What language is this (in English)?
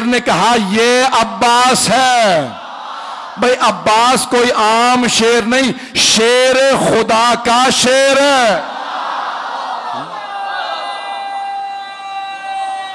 Urdu